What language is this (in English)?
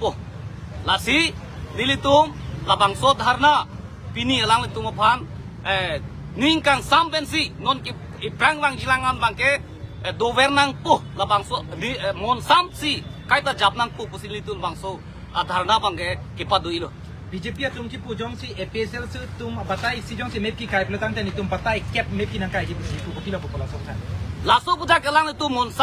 Karbi